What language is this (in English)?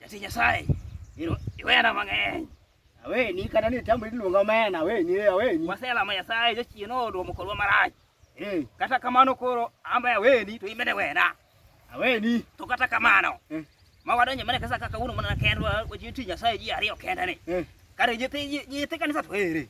Luo (Kenya and Tanzania)